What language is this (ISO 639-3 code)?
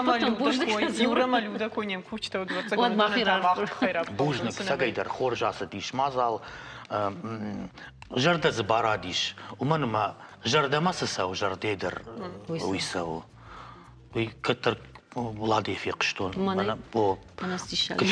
oss